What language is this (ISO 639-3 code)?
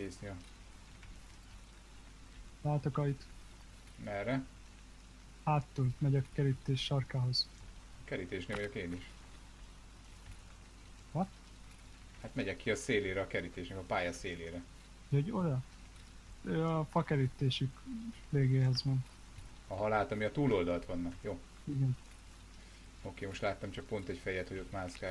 hun